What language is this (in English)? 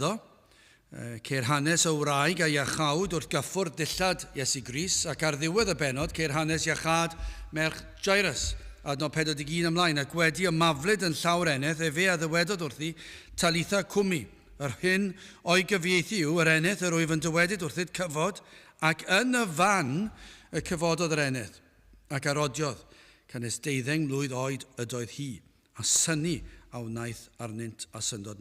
Welsh